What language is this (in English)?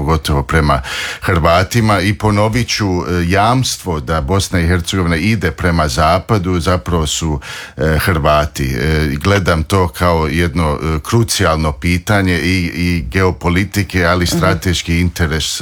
Croatian